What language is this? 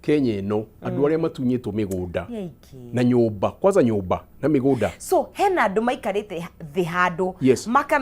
Kikuyu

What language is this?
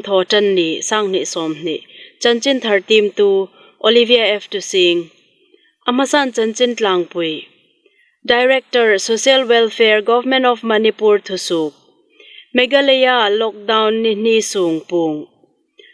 Hmar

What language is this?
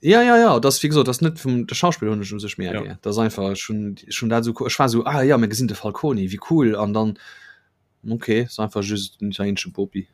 Luxembourgish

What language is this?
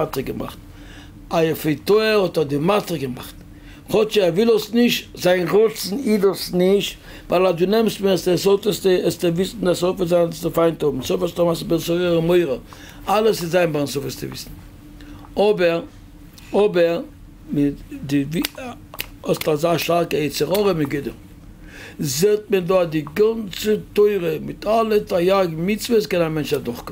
Yiddish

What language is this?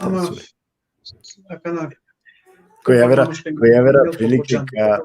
Balkan Romani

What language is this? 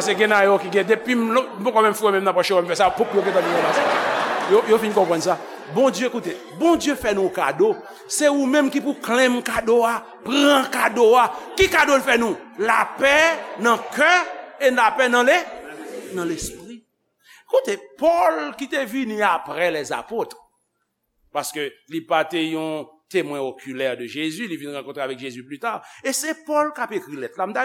Haitian Creole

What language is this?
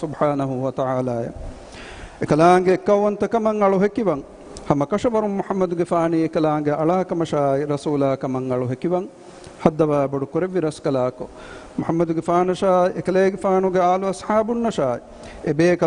Divehi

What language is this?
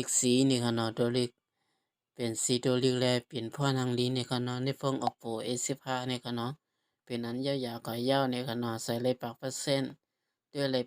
Shan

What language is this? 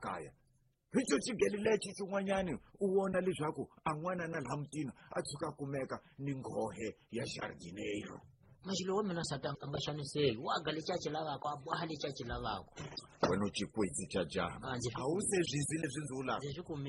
Tsonga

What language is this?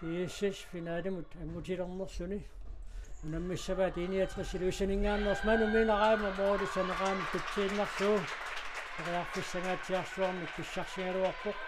Kalaallisut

